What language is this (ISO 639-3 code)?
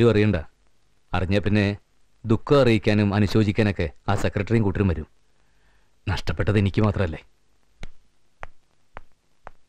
mal